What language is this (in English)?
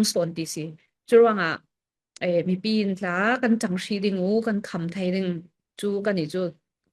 Falam Chin